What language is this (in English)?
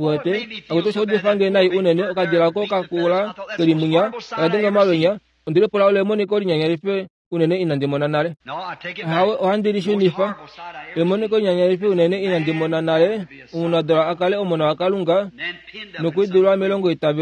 Kuanyama